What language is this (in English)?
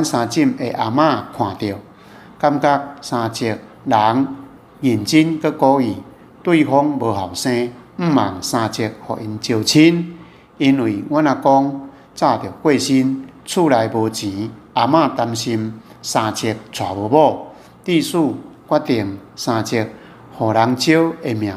Min Nan Chinese